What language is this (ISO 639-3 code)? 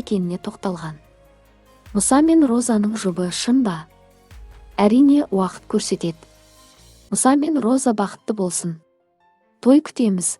kaz